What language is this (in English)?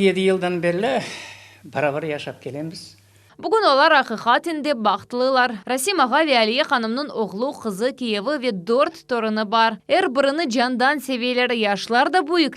Crimean Tatar